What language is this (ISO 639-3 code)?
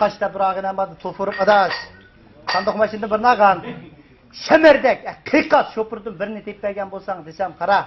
uig